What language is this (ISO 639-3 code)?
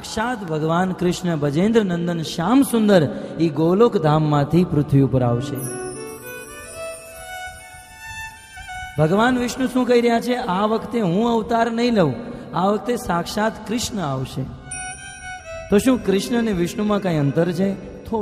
guj